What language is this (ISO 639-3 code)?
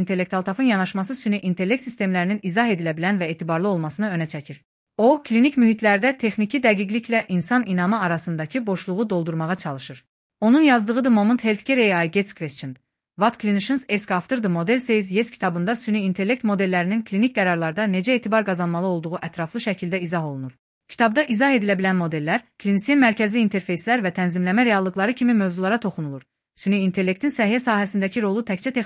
aze